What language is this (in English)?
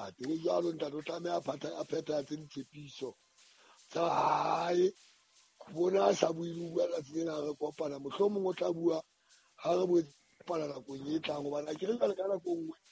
Southern Sotho